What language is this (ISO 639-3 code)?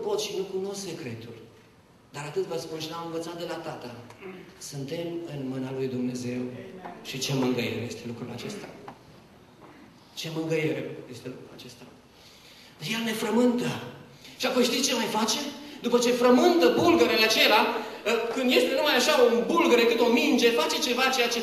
ron